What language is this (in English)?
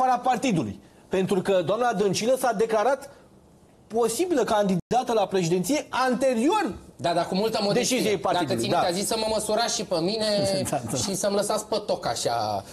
Romanian